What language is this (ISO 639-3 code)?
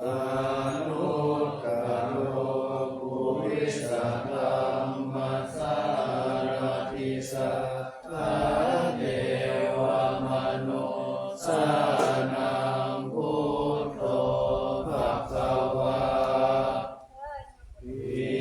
pli